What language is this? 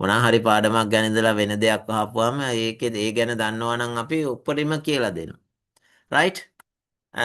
Sinhala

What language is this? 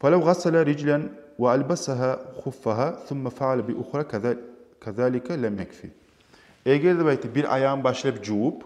Kumyk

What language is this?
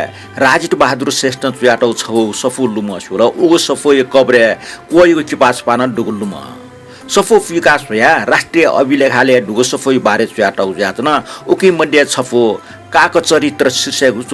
Newari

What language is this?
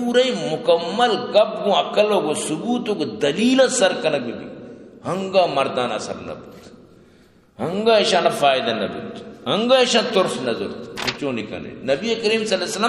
Eastern Balochi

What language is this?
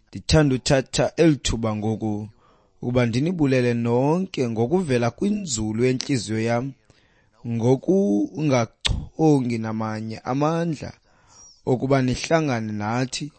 Xhosa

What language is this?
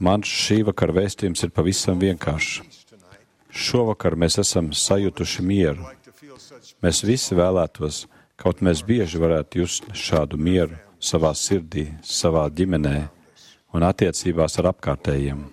Latvian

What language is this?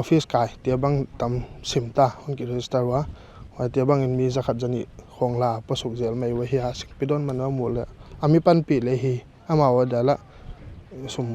Paite Chin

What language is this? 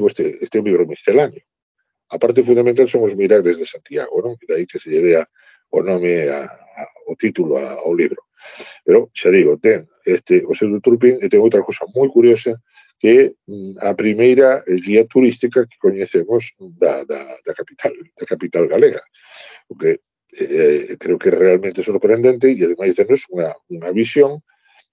Galician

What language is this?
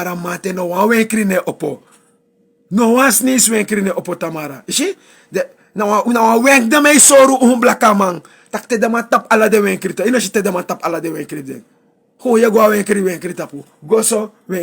Sranan Tongo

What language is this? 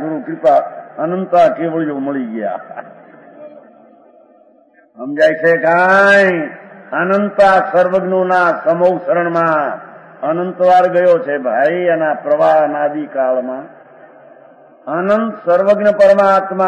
Gujarati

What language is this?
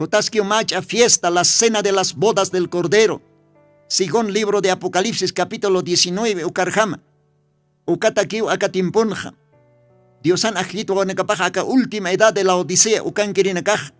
Aymara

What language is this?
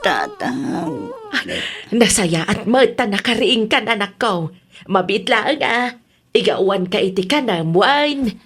Iloko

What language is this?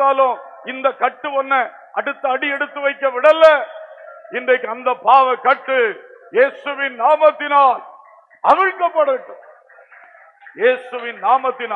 Tamil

